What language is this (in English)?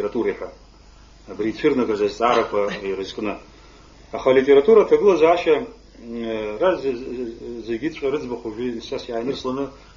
Abkhazian